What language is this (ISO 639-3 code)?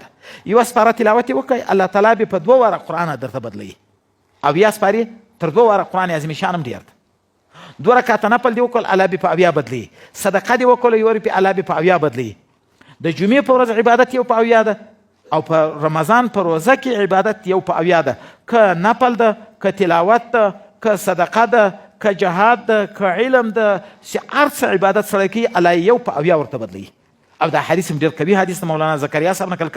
pus